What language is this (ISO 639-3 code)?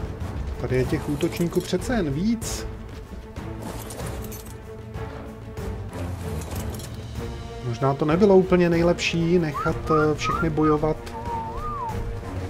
ces